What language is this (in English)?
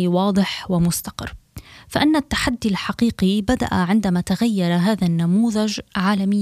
Arabic